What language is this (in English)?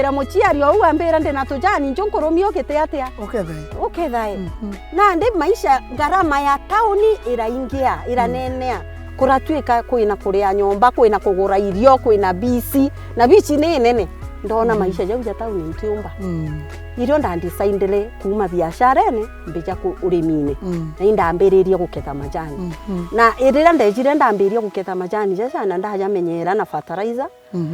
Meru